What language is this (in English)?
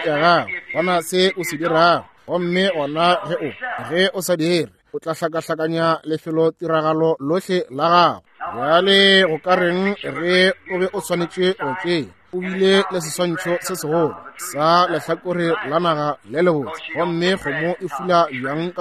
Northern Sotho